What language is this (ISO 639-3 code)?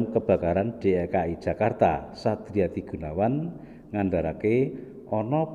jav